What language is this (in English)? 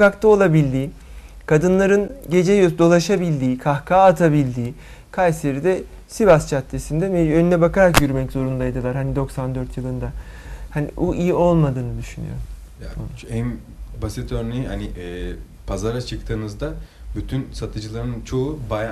Turkish